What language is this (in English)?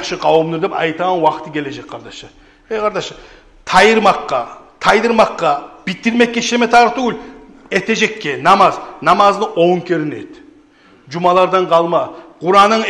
Kumyk